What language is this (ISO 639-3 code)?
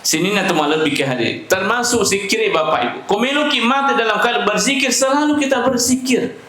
bug